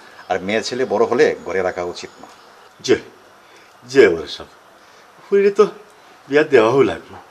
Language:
Sylheti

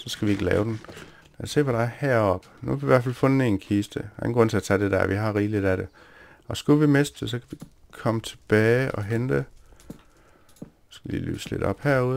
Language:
Danish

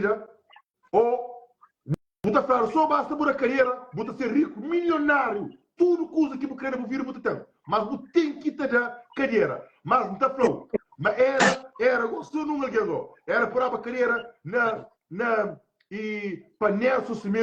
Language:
Kabuverdianu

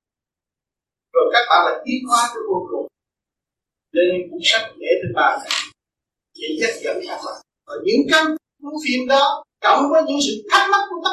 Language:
Vietnamese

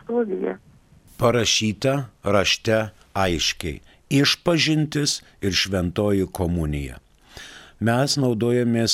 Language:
Lithuanian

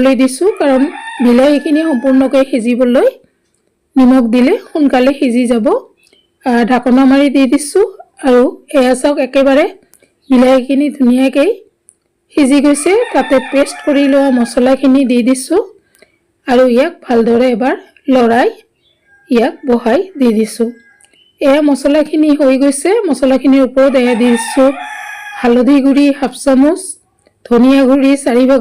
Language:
Assamese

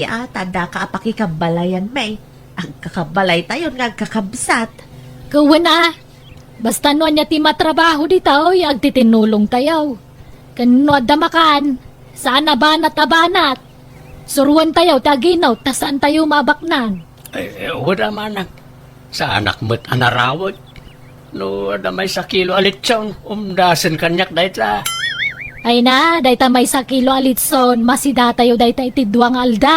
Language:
Iloko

